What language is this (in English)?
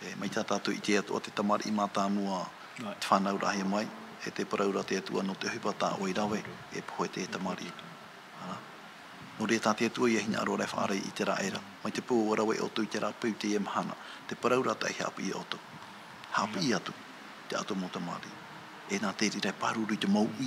Tahitian